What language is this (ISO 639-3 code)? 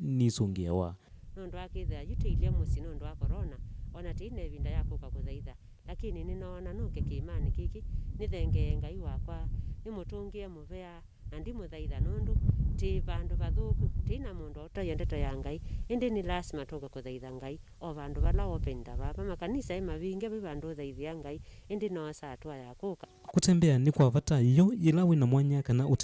kam